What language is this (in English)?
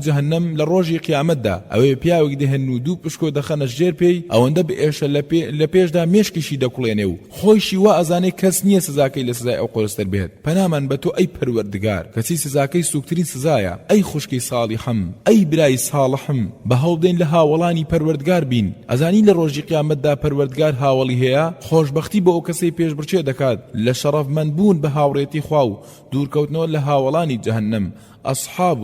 Central Kurdish